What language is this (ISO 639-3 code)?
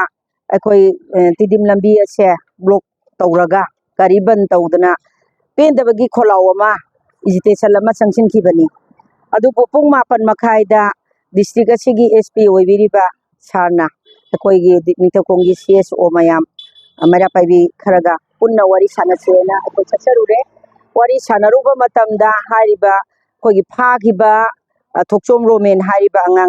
mni